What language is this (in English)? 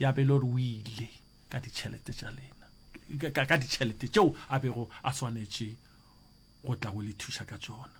Northern Sotho